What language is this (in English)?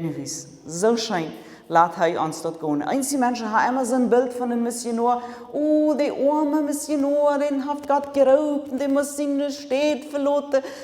Plautdietsch